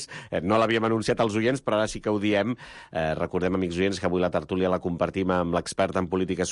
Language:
Catalan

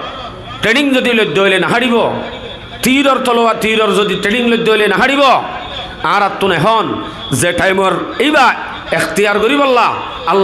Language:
Rohingya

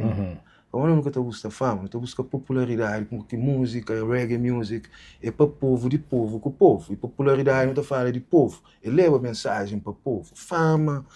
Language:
Kabuverdianu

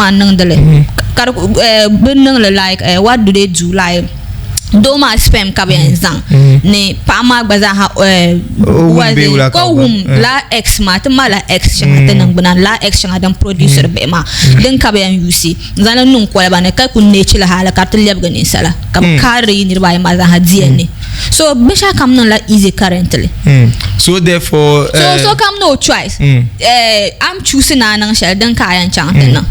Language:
Dagbani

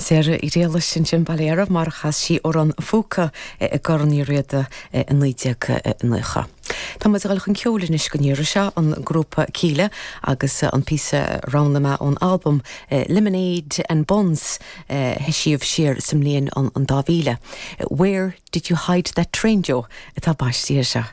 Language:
Irish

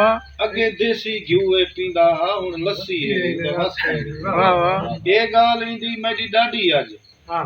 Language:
Saraiki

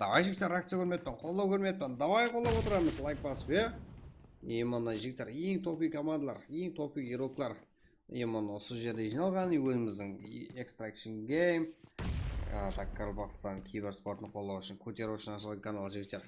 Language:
Kara-Kalpak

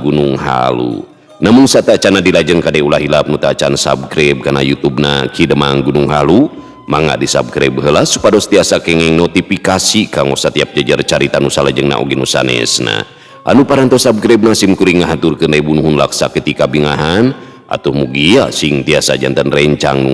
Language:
Sundanese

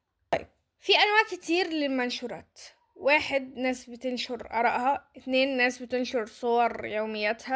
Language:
Egyptian Arabic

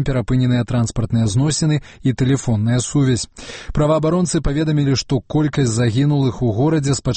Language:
Belarusian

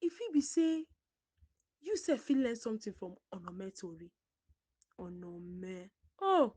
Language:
Nigerian Pidgin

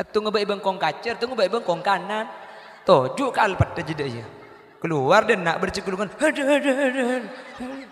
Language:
Madurese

